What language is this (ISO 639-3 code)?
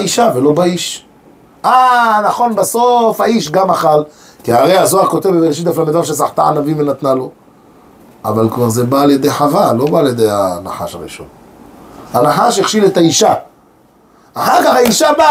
heb